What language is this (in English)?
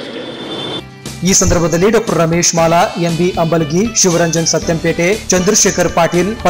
Kannada